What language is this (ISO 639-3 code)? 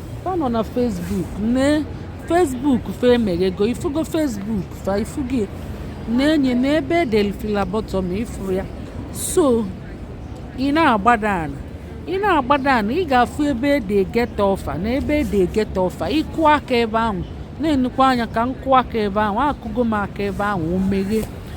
ibo